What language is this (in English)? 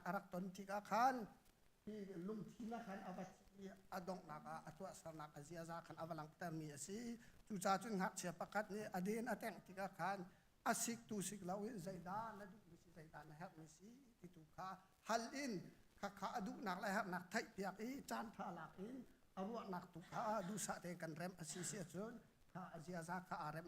Hakha Chin